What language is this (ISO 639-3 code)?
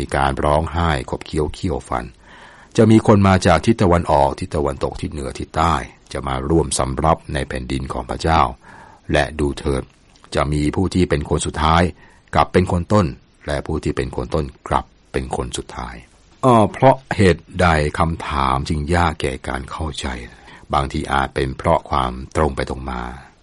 tha